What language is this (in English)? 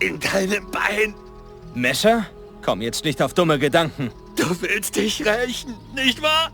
Bavarian